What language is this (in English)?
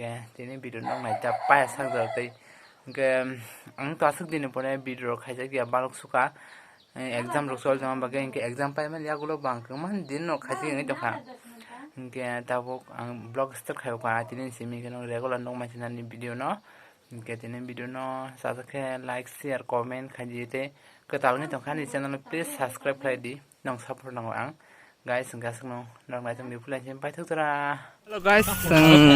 Kok Borok